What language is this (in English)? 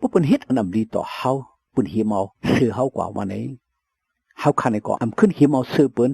Shan